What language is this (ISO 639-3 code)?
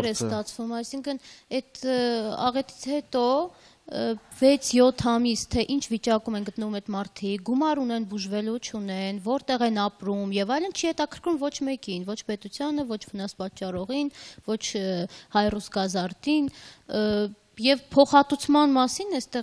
hye